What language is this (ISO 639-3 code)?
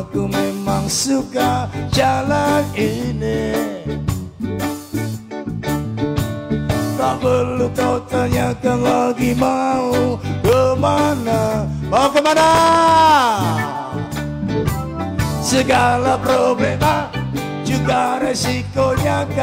ind